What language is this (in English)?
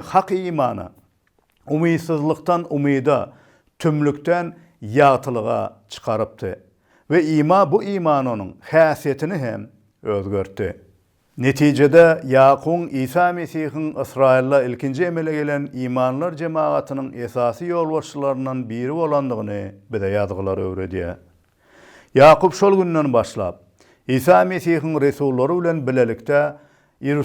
Turkmen